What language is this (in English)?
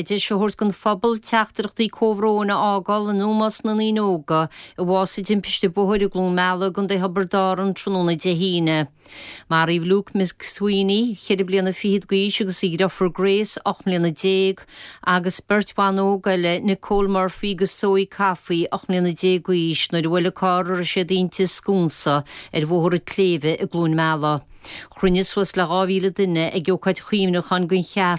Irish